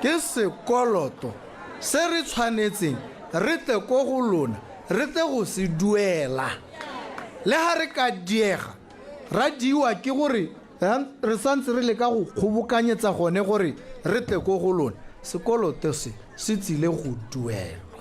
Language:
Tswana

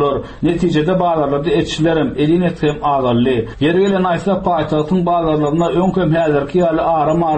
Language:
Turkmen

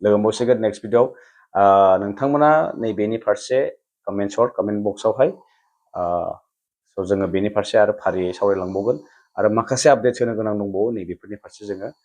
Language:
Bodo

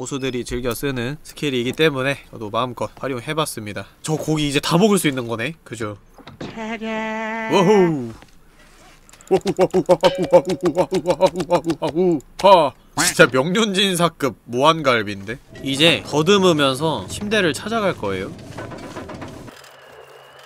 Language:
Korean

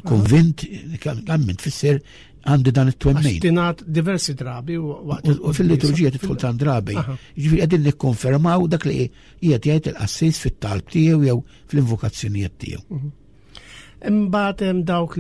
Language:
Maltese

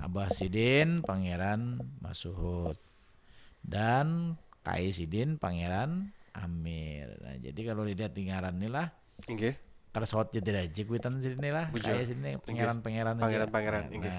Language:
Banjar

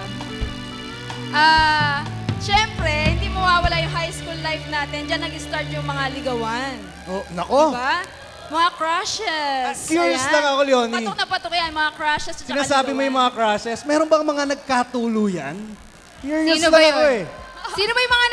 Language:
Filipino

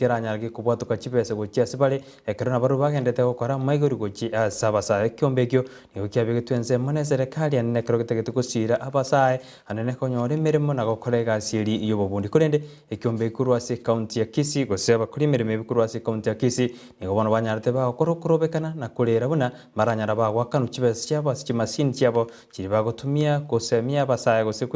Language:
Gusii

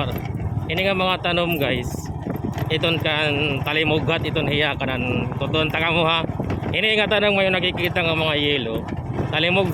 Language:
Waray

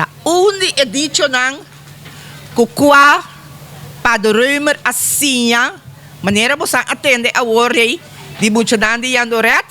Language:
Papiamento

